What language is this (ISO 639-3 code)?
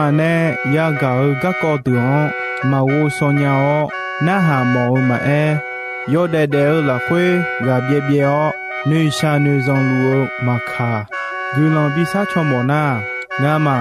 ahk